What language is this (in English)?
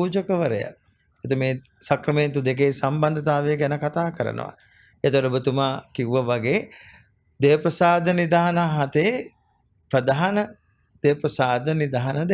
Sinhala